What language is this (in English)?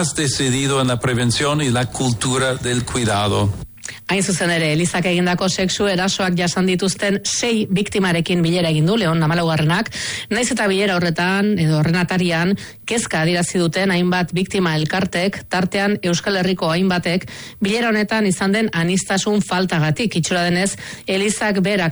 Basque